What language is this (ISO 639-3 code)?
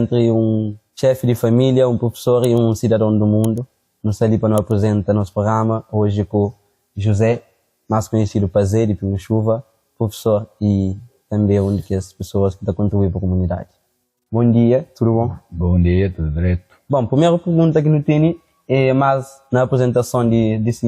kea